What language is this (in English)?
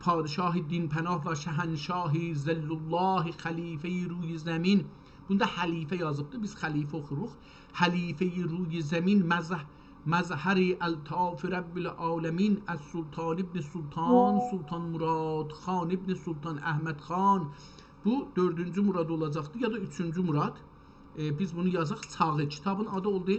South Azerbaijani